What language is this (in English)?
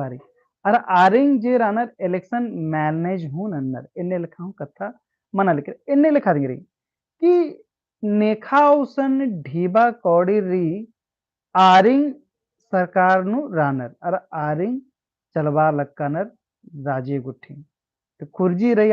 Kurukh